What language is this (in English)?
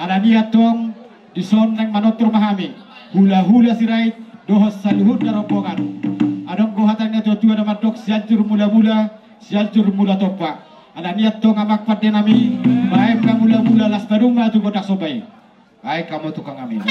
Batak Toba